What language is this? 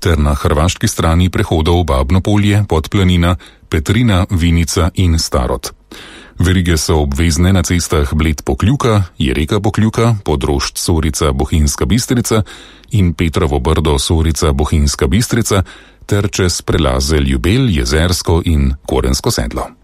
Slovenian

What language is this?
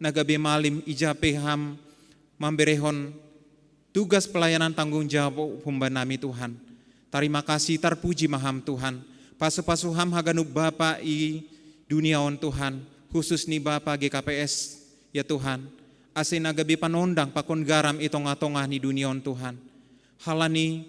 Batak Simalungun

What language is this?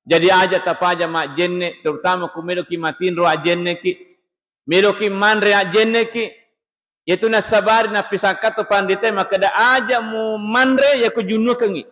Buginese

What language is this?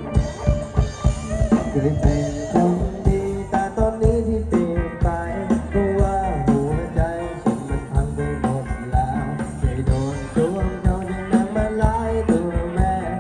Thai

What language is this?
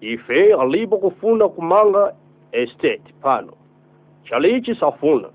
Nyanja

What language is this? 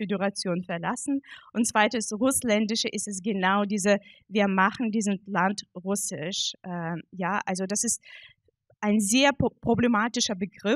German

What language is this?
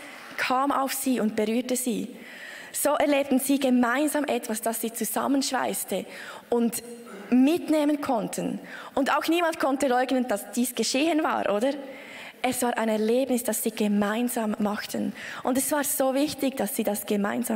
Swiss German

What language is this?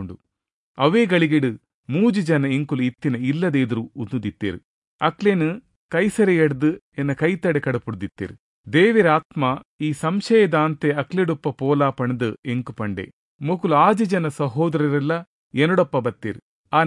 Tulu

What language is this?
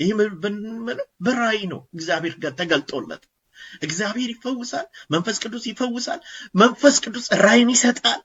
Amharic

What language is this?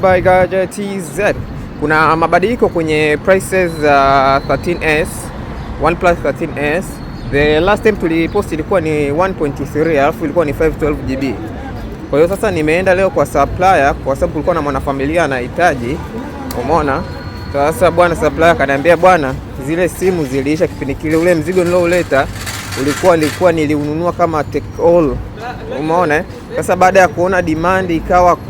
Swahili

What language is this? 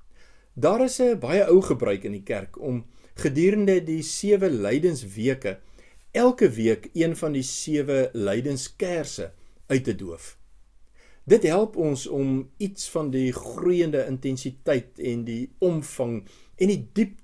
Afrikaans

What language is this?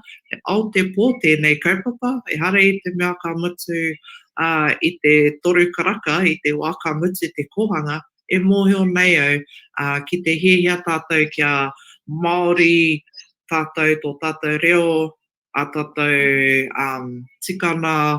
Māori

